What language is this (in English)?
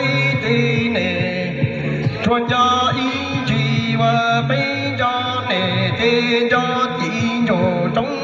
Hmong